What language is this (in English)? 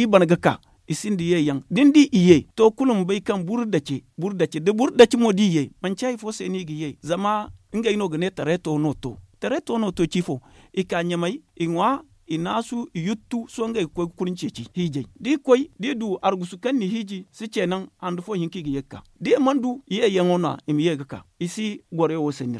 Zarma